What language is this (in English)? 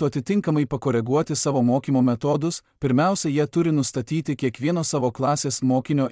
Lithuanian